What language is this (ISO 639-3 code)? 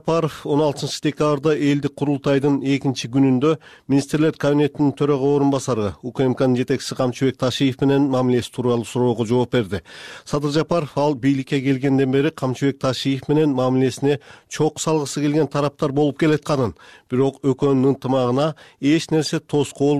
kir